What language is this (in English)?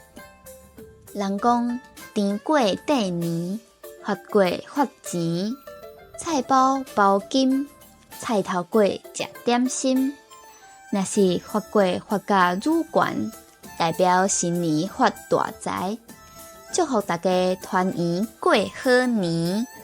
Min Nan Chinese